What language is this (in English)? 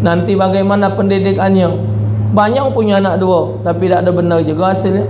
Musi